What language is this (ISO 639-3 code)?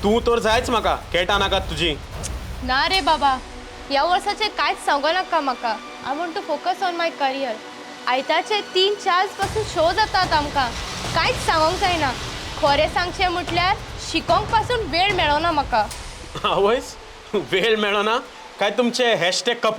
kok